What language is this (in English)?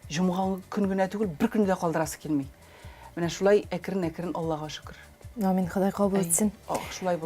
Tatar